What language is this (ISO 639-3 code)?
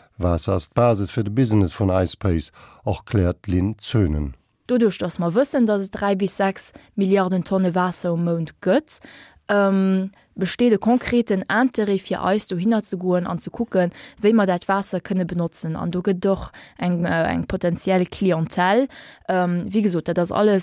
ltz